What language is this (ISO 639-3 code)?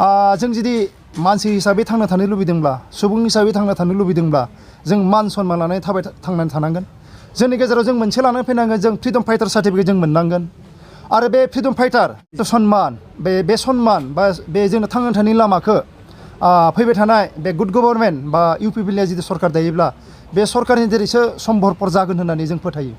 brx